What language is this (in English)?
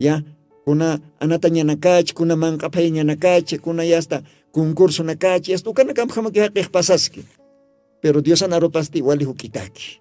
Aymara